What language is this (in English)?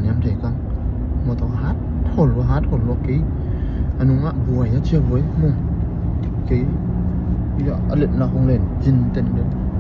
Tedim Chin